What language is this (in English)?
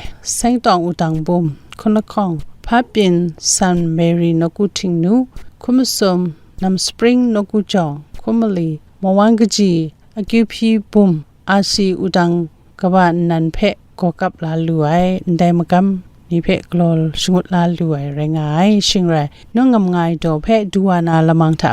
Kachin